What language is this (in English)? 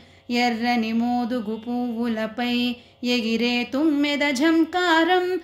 Telugu